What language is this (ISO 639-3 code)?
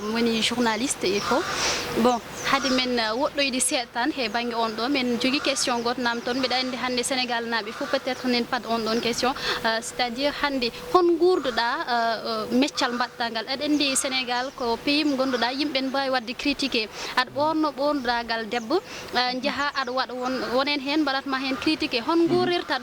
ful